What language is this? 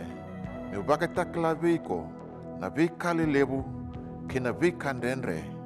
Fijian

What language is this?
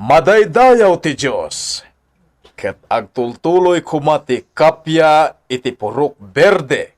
Iloko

